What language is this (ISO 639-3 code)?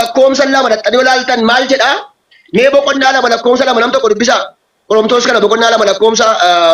orm